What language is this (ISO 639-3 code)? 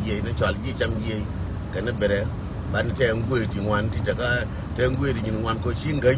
nus